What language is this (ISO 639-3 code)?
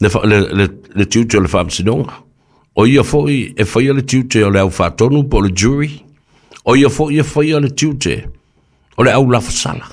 smo